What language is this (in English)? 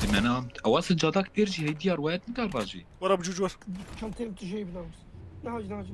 Kurdish